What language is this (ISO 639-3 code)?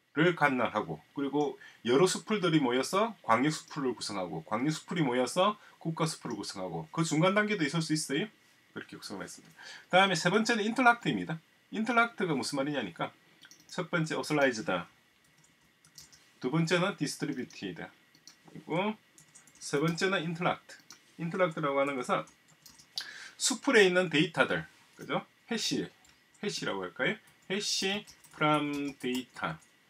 kor